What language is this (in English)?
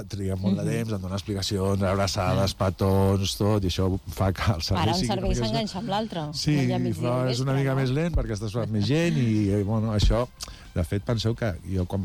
Catalan